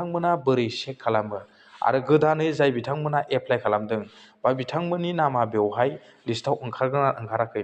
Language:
Bodo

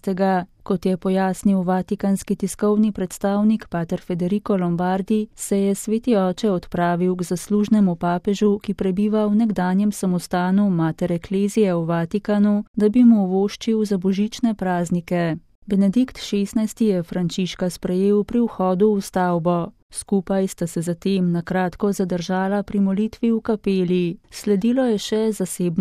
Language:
Slovenian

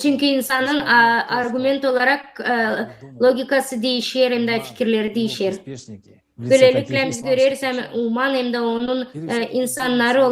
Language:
Gagauz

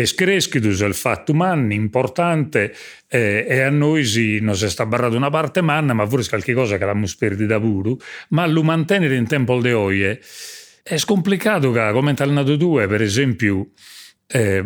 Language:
Sardinian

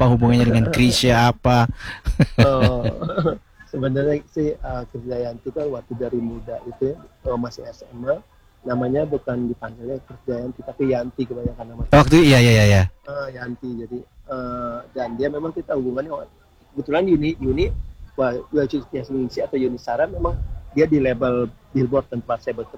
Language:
Indonesian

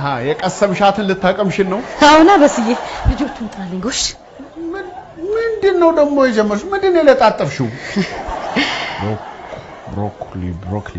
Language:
Amharic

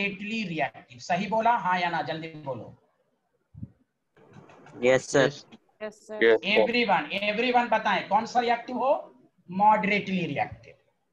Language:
Hindi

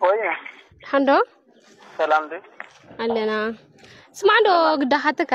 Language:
Tigrinya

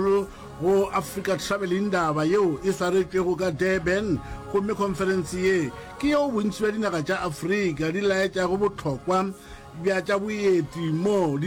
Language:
Northern Sotho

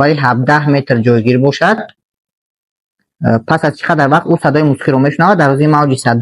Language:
Tajik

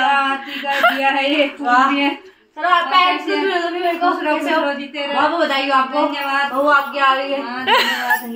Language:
Hindi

